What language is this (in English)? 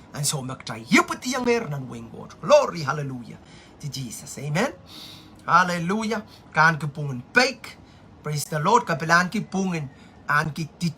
Pohnpeian